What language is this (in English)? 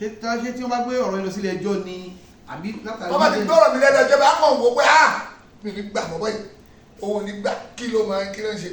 Yoruba